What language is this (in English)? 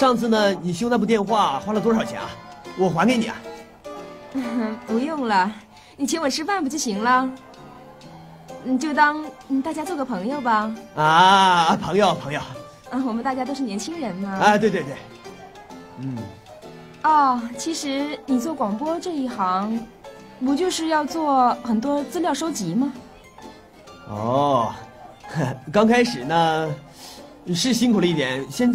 Chinese